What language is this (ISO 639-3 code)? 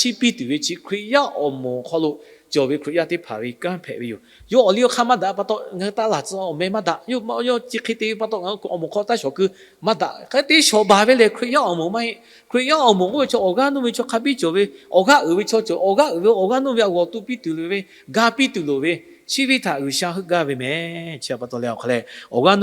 lhu